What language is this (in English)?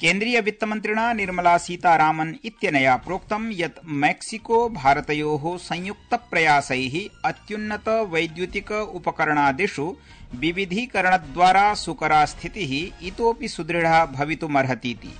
Sanskrit